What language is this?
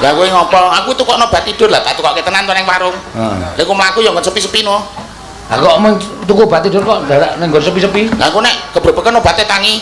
Javanese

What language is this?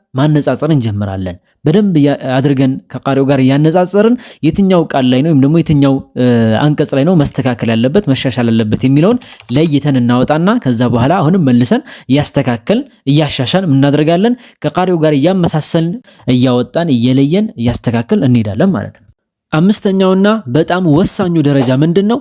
Amharic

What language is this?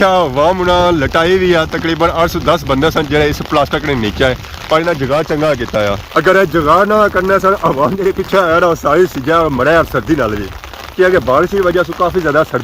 Pahari-Potwari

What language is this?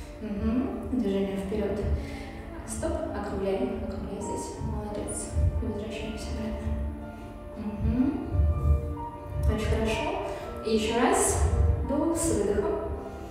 Russian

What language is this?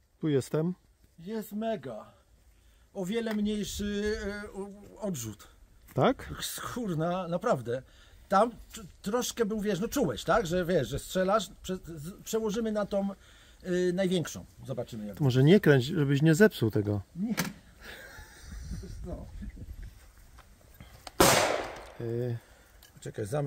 Polish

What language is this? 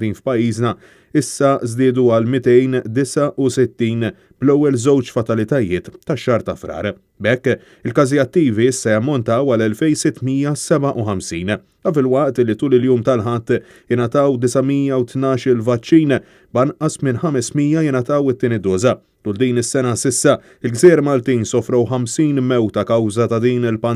Maltese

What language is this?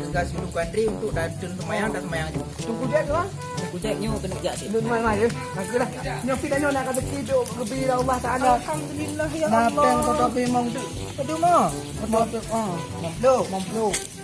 Achinese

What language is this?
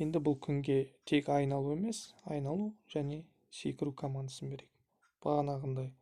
Kazakh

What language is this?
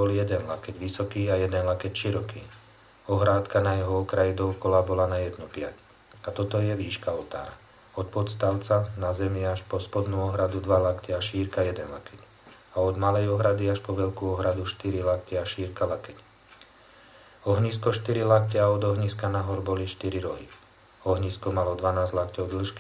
Slovak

